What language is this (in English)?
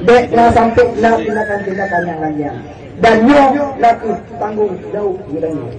Achinese